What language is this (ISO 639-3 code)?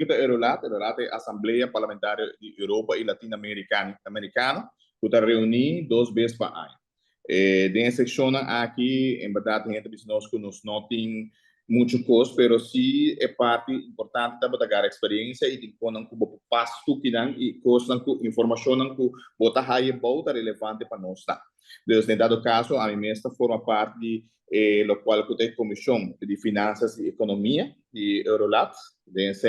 pap